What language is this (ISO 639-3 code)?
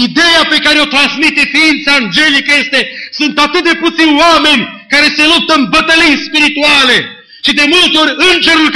ron